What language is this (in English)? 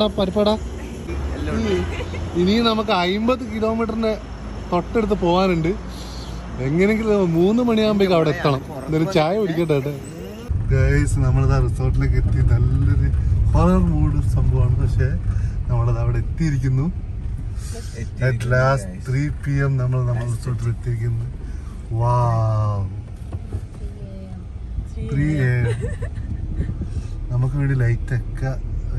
Malayalam